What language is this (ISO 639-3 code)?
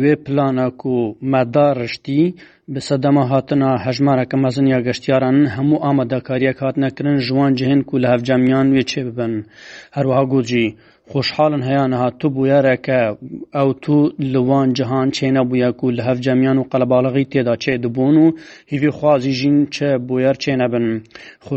kur